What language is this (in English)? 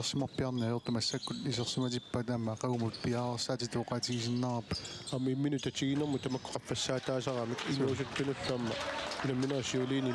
Kalaallisut